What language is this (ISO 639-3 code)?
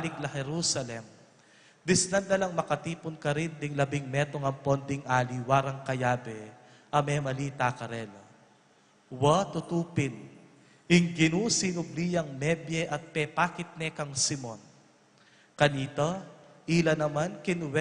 pam